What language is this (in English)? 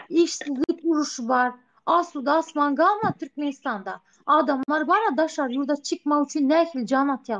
Turkmen